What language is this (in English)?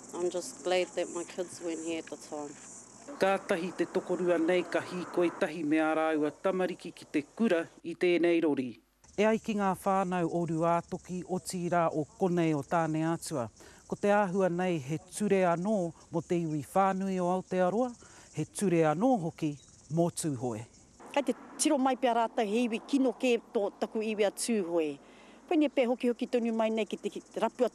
Māori